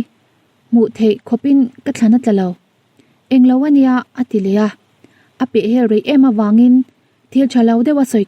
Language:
Mizo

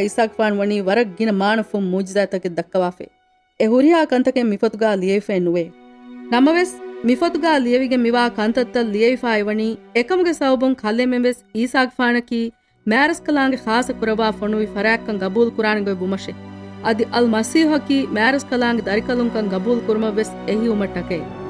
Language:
Divehi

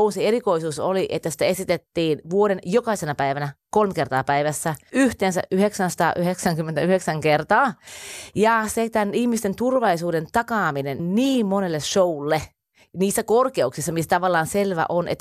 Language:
Finnish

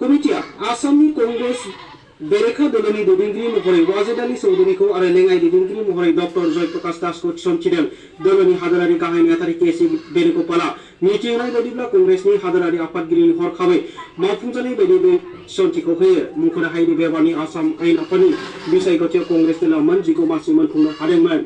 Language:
Bodo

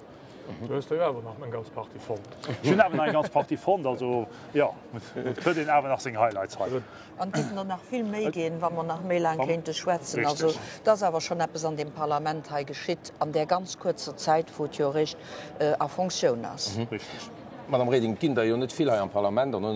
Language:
Luxembourgish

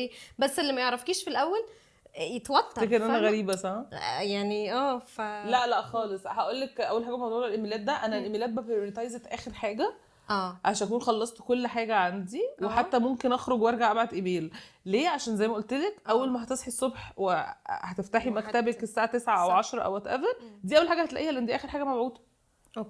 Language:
Egyptian Arabic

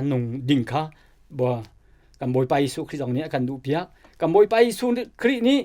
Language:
Hakha Chin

